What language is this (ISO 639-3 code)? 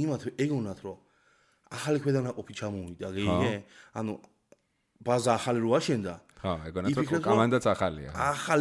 kat